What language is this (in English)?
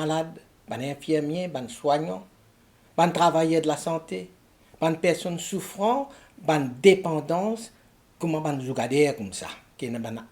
Morisyen